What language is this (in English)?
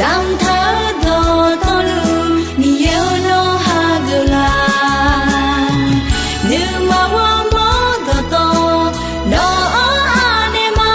Akha